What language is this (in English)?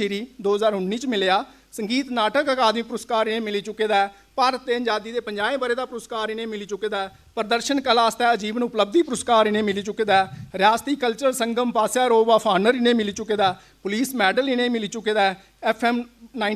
Dogri